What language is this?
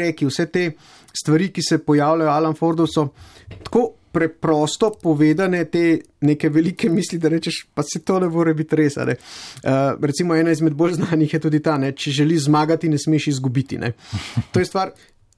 Slovenian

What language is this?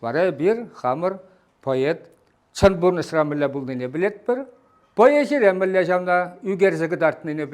Chuvash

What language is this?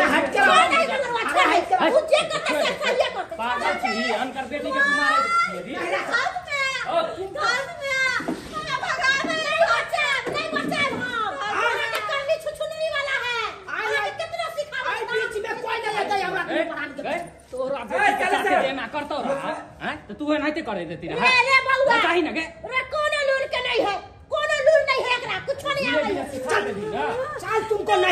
Maithili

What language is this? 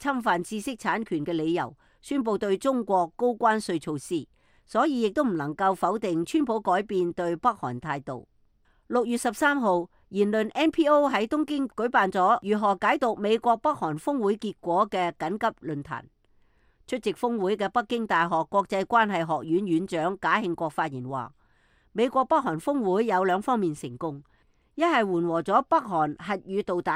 Cantonese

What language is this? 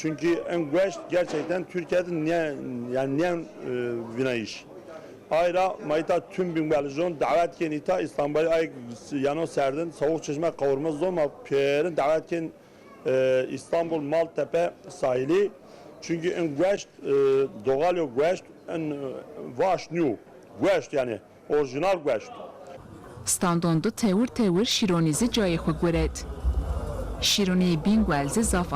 Zaza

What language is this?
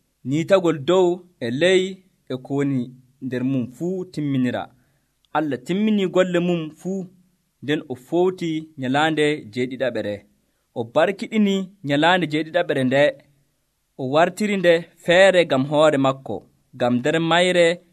Nigerian Fulfulde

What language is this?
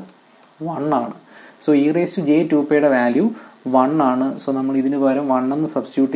Malayalam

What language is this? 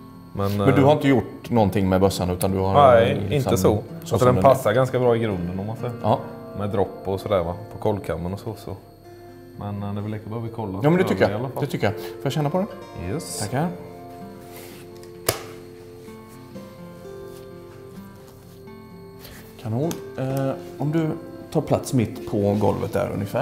Swedish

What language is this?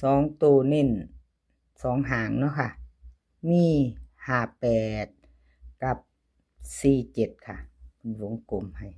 Lao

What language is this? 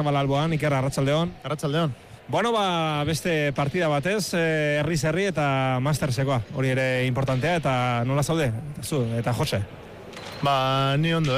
Basque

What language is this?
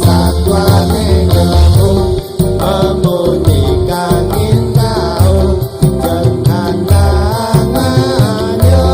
Balinese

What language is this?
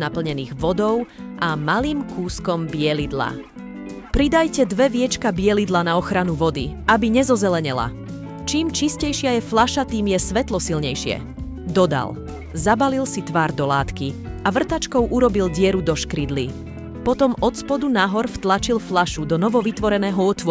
Slovak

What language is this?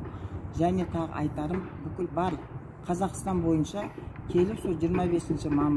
Kazakh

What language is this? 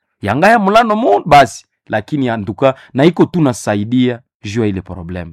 Nande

